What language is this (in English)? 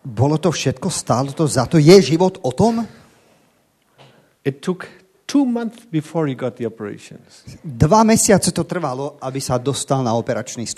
Slovak